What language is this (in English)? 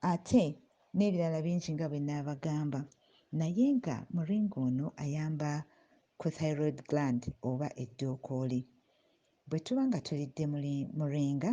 Ganda